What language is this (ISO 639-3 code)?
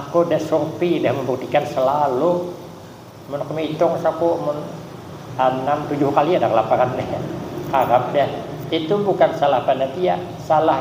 bjn